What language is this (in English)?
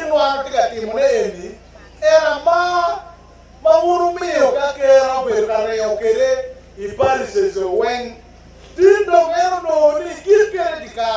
Acoli